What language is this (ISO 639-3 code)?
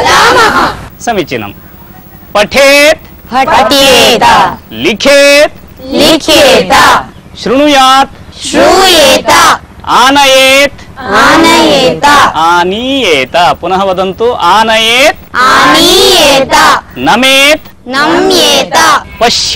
san